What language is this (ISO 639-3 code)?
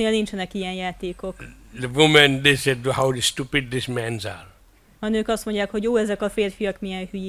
hun